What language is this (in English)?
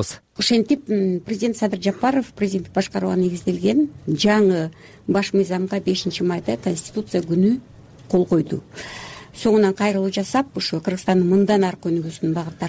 Kyrgyz